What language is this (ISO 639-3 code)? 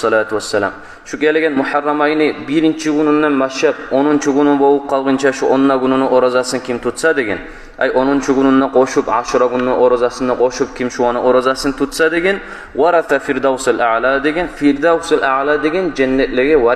kum